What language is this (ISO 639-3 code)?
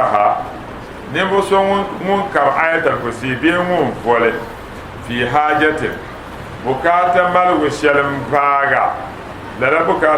dag